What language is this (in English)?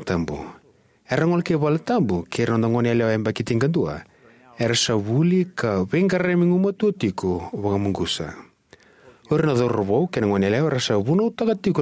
Fijian